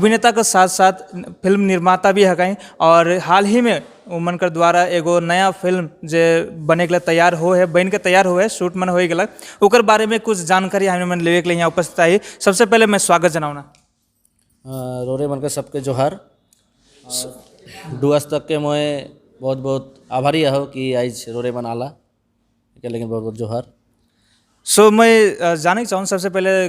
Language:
Sadri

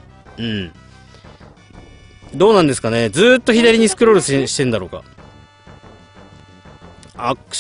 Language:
Japanese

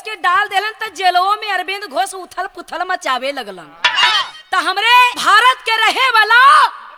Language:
Bhojpuri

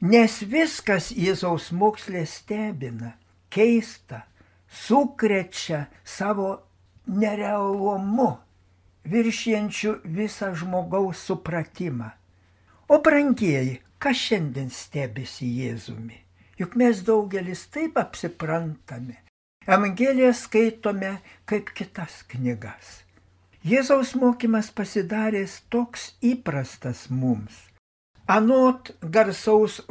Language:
Lithuanian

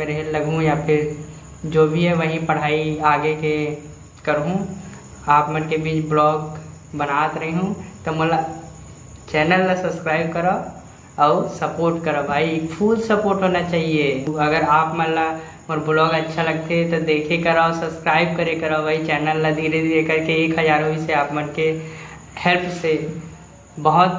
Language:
Chhattisgarhi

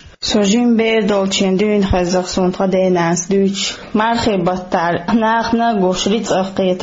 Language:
Chechen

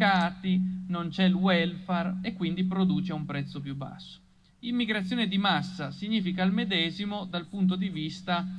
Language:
Italian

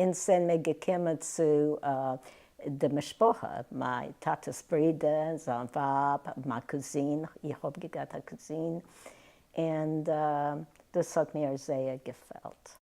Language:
Yiddish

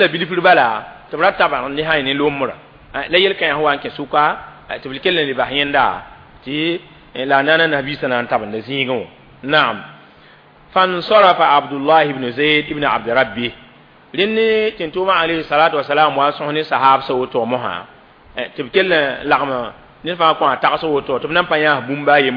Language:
Mossi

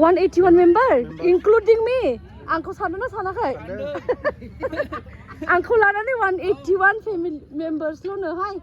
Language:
Bodo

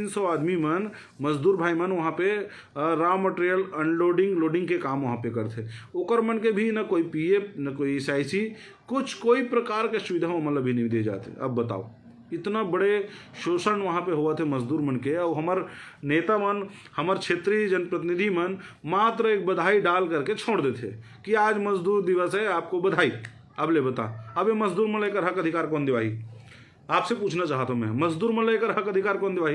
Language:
Chhattisgarhi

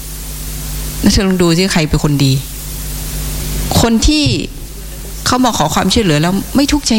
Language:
Thai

